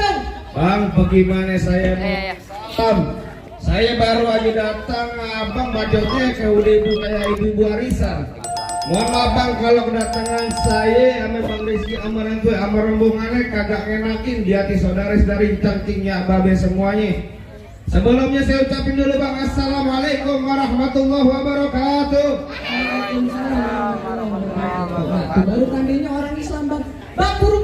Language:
Betawi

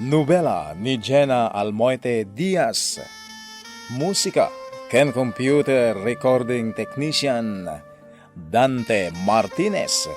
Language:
Iloko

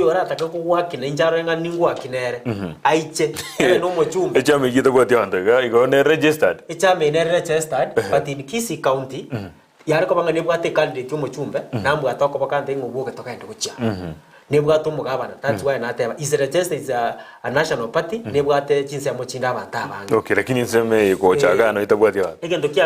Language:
Gusii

